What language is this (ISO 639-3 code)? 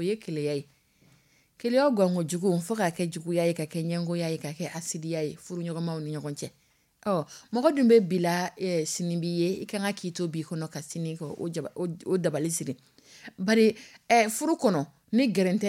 dyu